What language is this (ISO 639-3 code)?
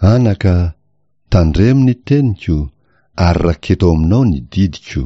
mlg